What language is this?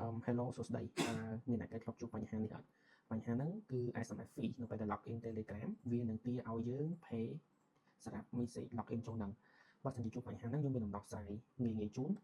Khmer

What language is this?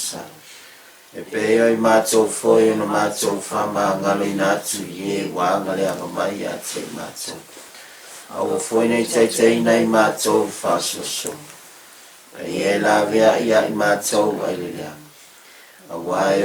Samoan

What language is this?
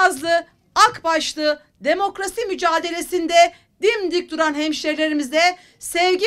Turkish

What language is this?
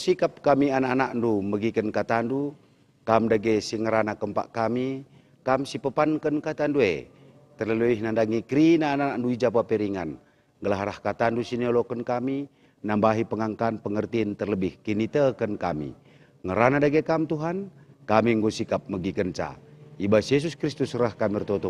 Batak Karo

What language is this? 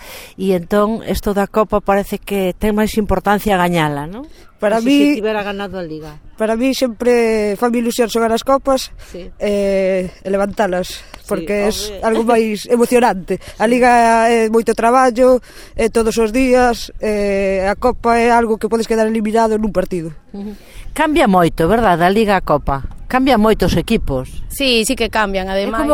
Galician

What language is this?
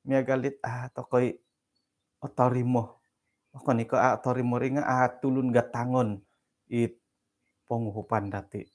Central Dusun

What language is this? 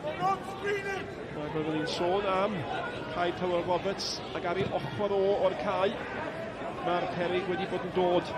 Welsh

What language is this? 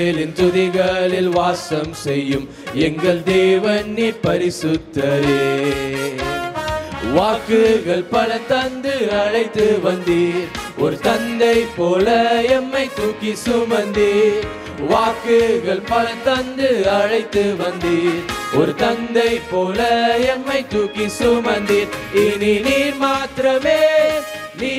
Tamil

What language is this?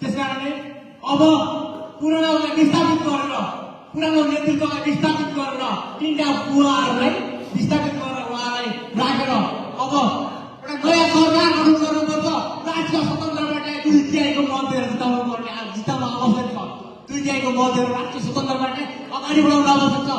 Nepali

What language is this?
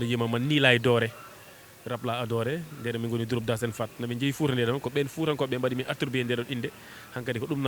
Fula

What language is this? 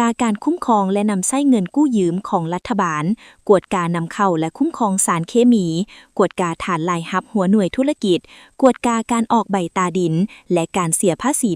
Lao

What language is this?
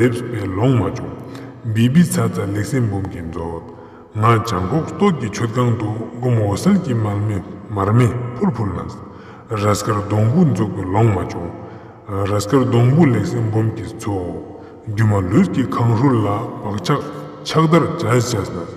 Ladakhi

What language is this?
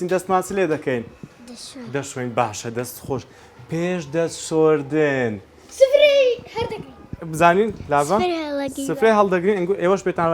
Central Kurdish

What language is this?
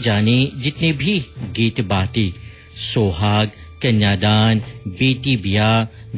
Bhojpuri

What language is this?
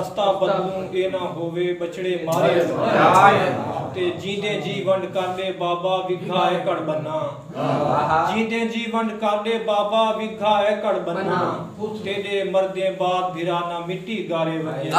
Saraiki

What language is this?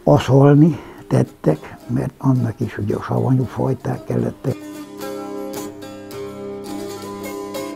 Hungarian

